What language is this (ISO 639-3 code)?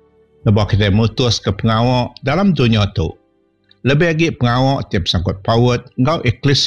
iba